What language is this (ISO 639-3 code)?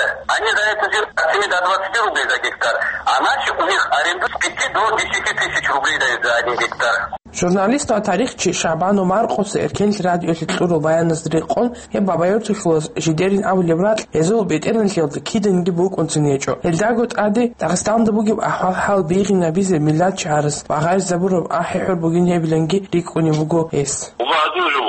ava